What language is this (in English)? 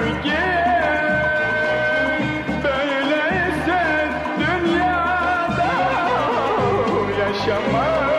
Turkish